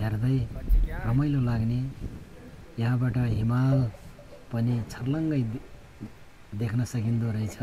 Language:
Nepali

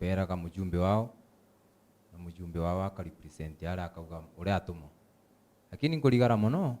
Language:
Meru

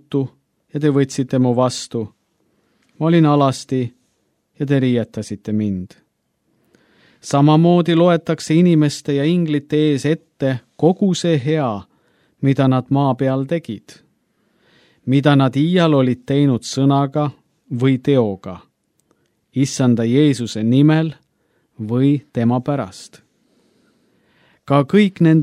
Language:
Estonian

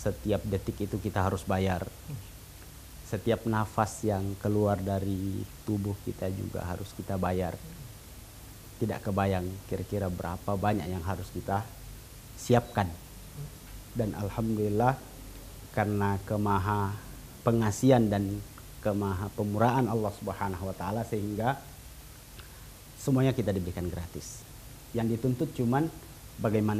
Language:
Indonesian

